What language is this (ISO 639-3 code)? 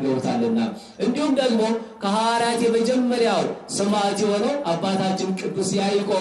amh